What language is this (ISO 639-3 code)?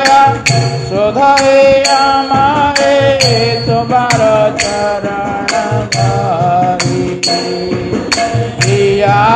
ori